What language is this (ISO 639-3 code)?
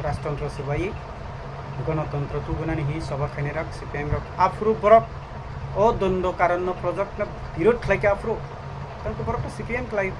trp